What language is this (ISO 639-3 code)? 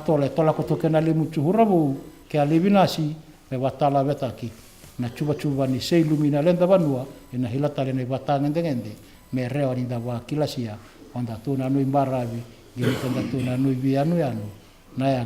fij